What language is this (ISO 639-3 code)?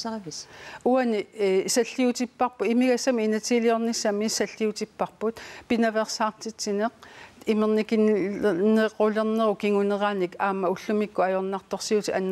kal